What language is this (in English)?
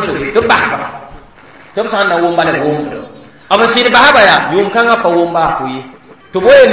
Mossi